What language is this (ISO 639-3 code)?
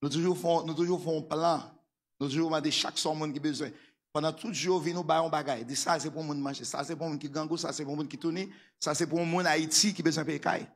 hat